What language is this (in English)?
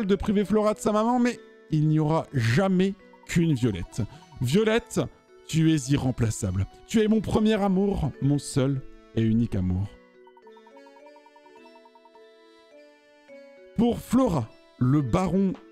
French